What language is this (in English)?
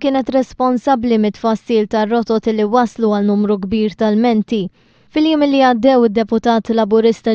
Maltese